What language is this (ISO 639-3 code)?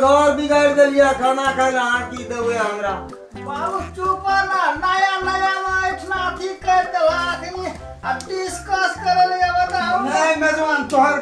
mai